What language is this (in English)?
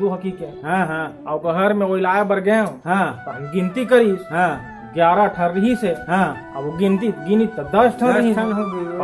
Chhattisgarhi